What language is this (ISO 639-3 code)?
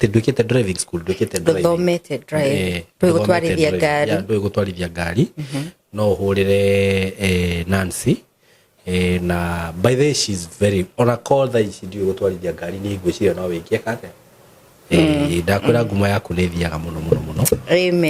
kik